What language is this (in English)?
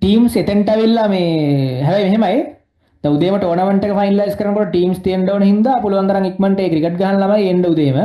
Sinhala